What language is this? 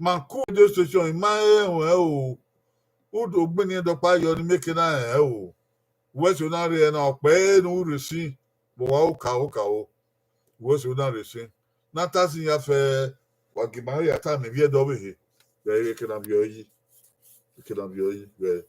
Bini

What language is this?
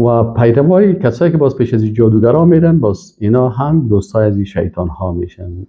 Persian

